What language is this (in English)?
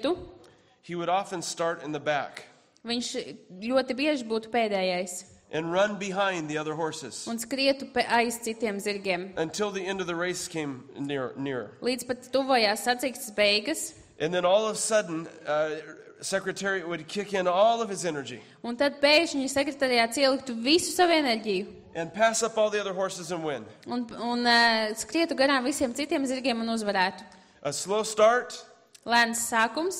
Latvian